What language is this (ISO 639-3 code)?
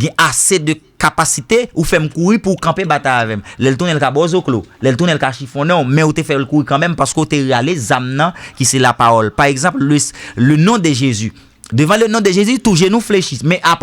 hat